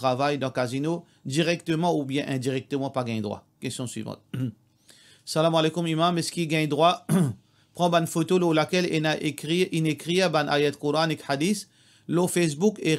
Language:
Morisyen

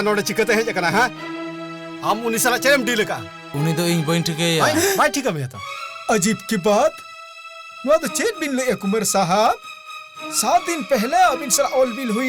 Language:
Santali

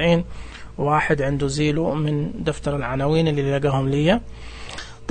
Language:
Najdi Arabic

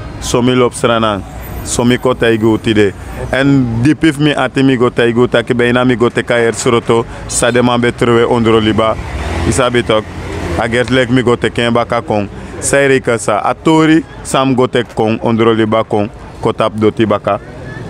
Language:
Sranan Tongo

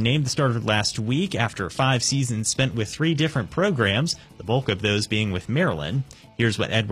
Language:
English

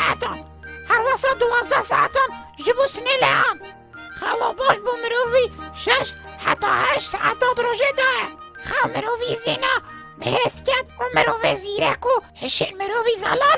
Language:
Kurdish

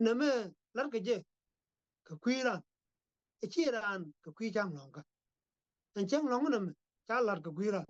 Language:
Nuer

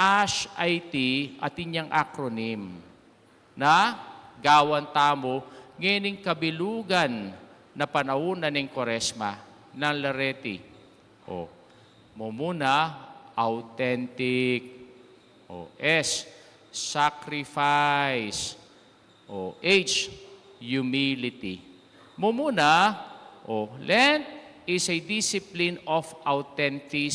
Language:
Pampanga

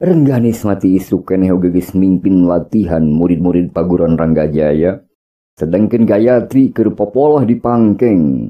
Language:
Sundanese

